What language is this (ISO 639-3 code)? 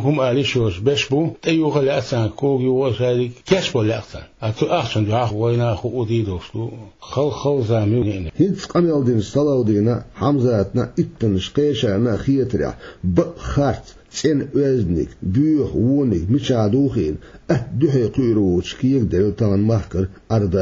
che